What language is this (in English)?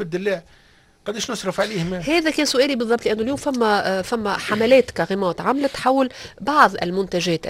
Tunisian Arabic